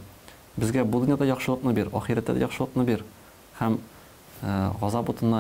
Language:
Tatar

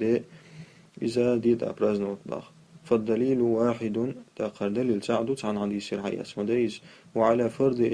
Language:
Chechen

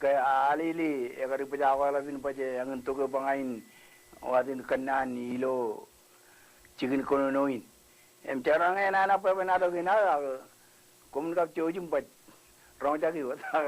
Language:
Marshallese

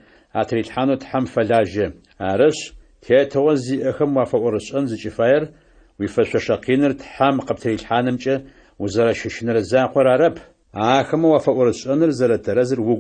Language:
Adyghe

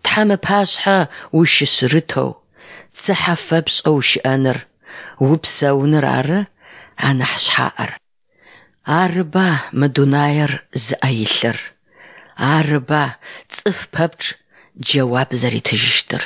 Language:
Adyghe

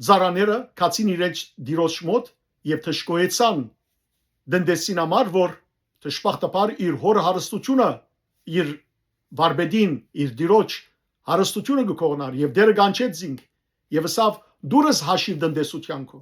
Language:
Western Armenian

